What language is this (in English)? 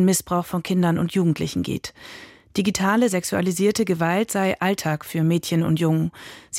German